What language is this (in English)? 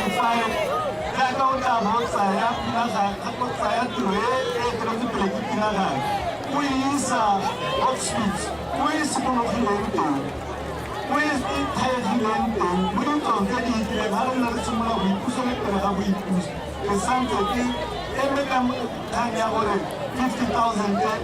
Tswana